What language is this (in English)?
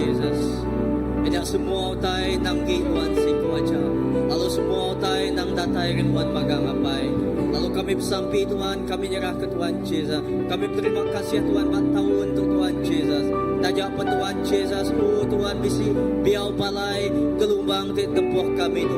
Iban